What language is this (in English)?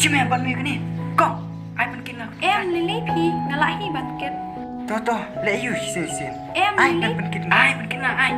Khasi